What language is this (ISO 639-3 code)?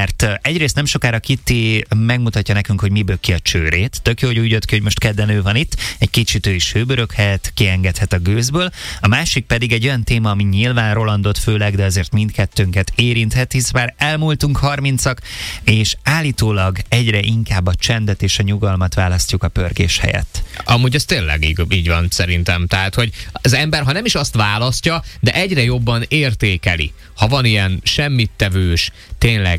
hun